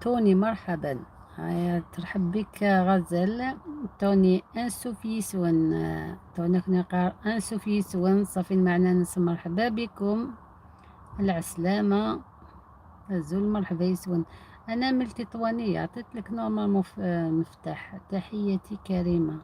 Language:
Algerian Arabic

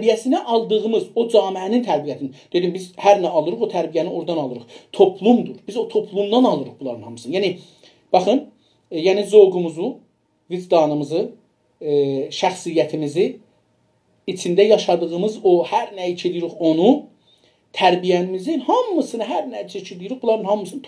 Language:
South Azerbaijani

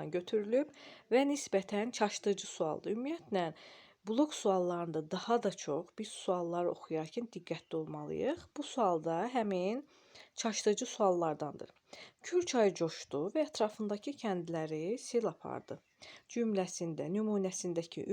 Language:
Azerbaijani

